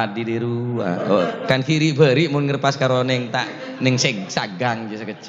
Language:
Madurese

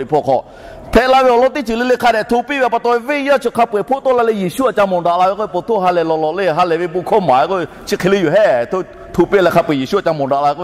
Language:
Lahu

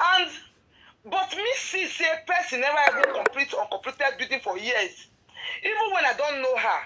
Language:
Nigerian Pidgin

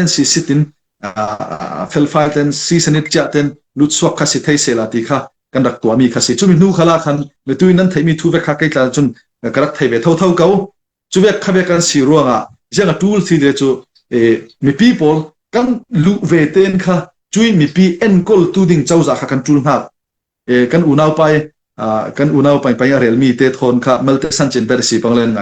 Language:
Falam Chin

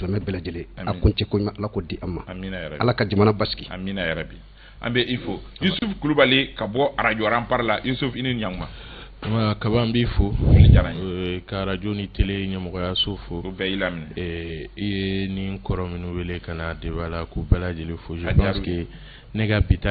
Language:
Bambara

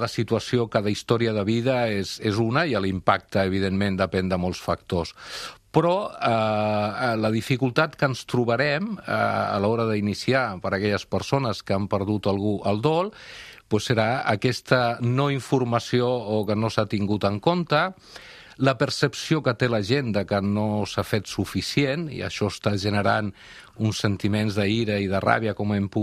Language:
Catalan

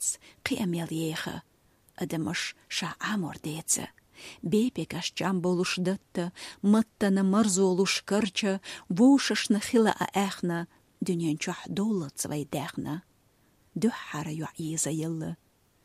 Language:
Chechen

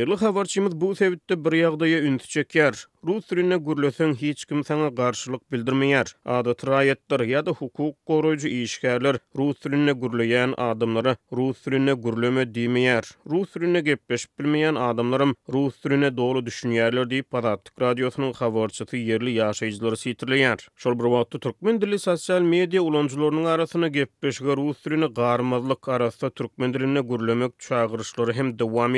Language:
Turkmen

